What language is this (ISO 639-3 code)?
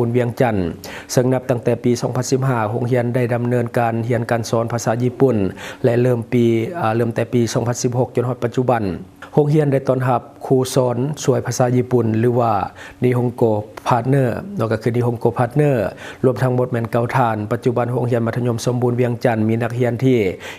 lao